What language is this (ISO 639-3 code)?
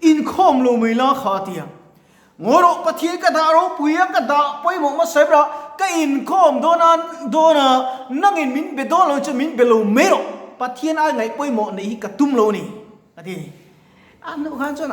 lus